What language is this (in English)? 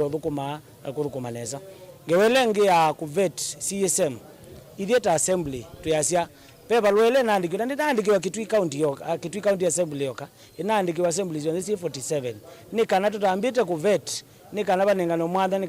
Kamba